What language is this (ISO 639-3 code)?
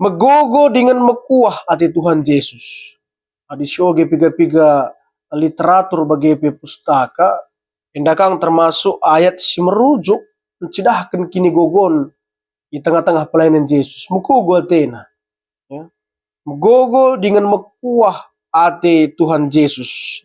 btx